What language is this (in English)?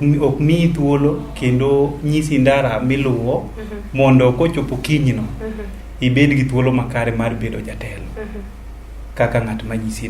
Luo (Kenya and Tanzania)